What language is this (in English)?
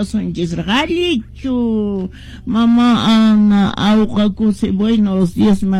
Quechua